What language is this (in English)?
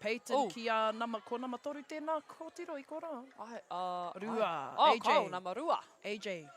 Māori